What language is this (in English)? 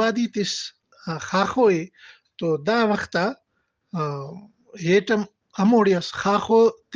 Brahui